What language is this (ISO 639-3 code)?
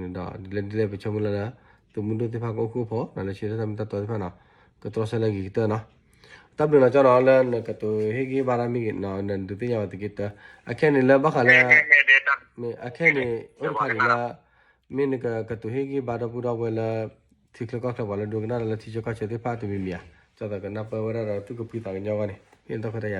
ksw